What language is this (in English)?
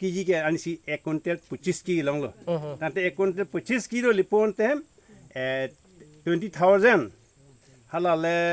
Karbi